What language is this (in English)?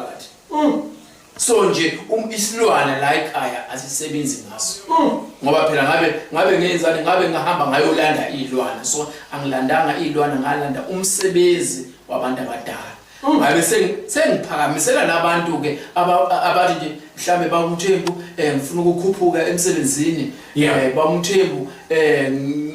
Zulu